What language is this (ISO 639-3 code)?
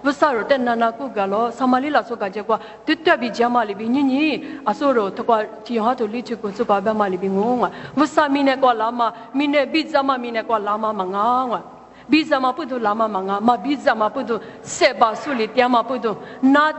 lis